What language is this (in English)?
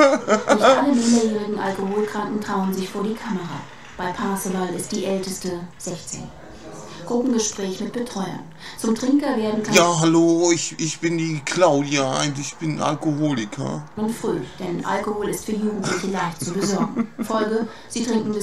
German